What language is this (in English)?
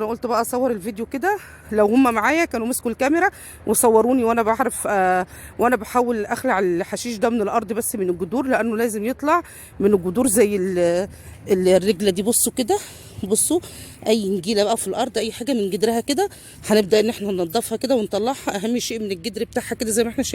Egyptian Arabic